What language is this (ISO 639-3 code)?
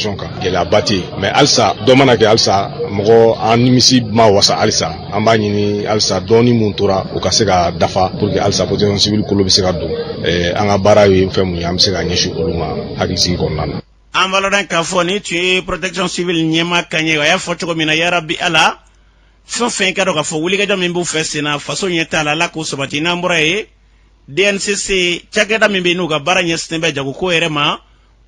bam